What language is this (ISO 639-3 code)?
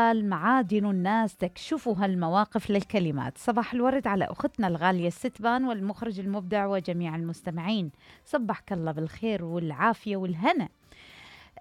acm